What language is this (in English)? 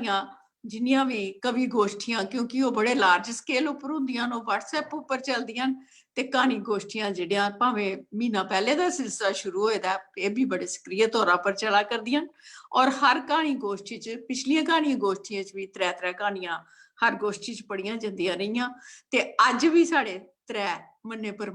Dogri